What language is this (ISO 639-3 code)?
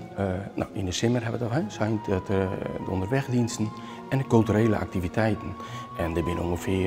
fry